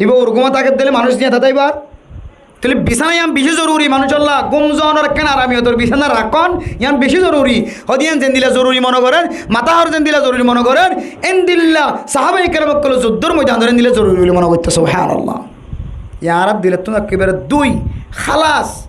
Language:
Rohingya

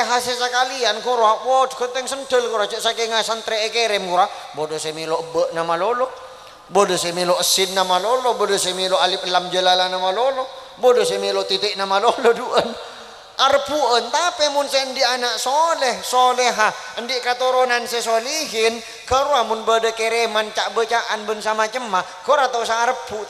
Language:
Madurese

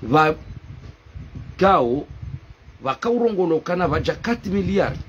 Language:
Ngazidja Comorian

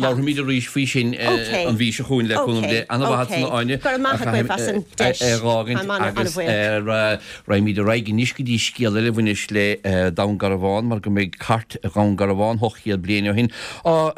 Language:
Irish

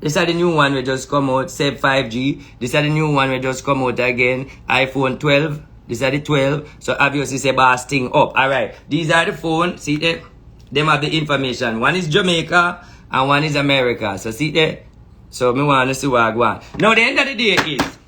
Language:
Jamaican Creole English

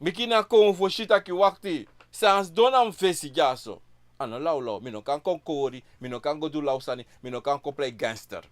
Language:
Sranan Tongo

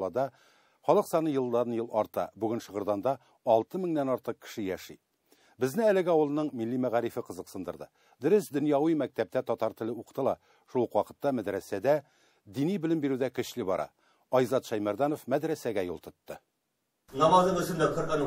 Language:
Tatar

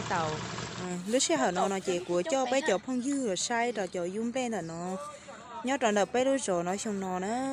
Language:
Hmong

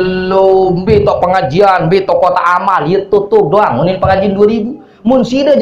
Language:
Sasak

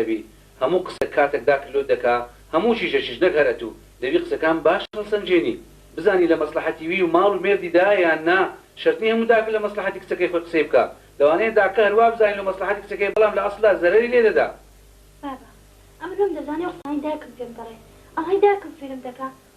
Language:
Central Kurdish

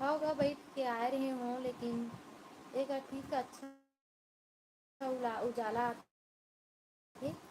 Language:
Chhattisgarhi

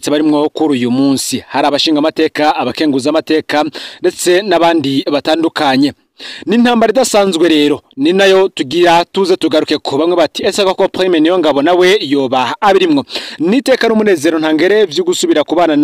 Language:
Rundi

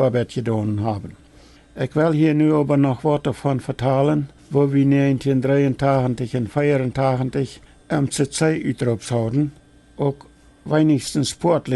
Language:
Plautdietsch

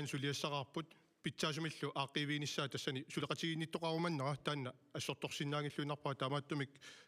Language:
Kalaallisut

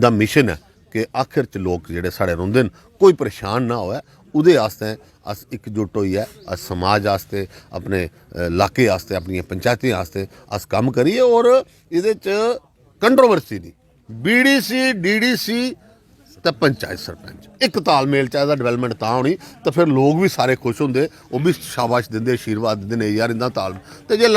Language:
Dogri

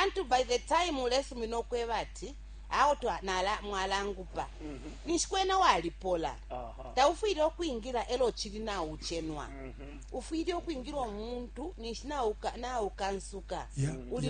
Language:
Bemba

